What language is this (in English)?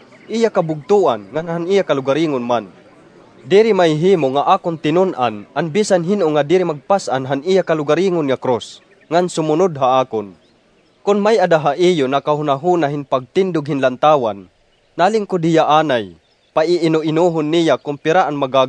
Waray